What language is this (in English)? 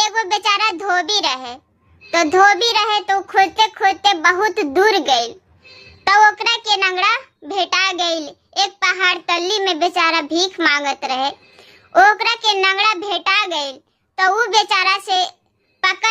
Bhojpuri